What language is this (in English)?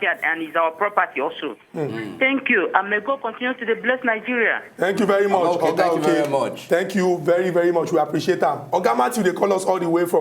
Nigerian Pidgin